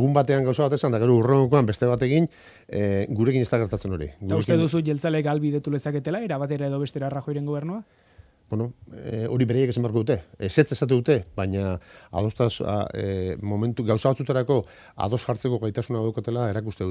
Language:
Basque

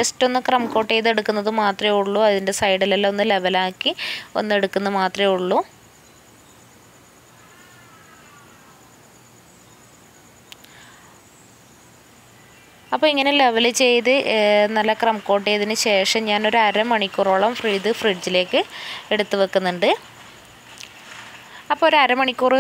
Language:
Malayalam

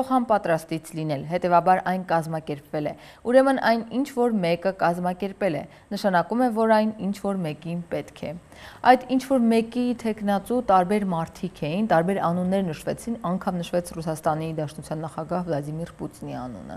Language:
Armenian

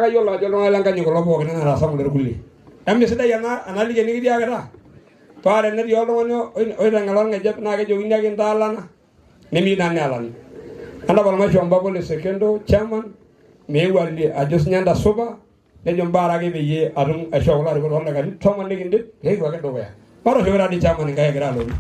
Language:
Masai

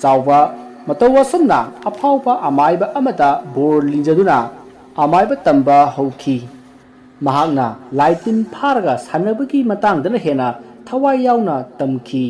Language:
Manipuri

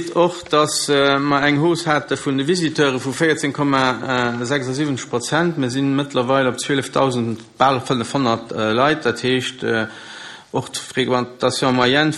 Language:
Luxembourgish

